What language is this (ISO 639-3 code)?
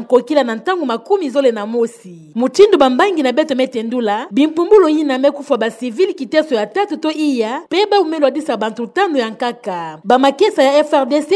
ktu